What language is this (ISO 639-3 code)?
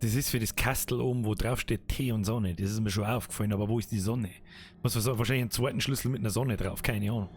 bar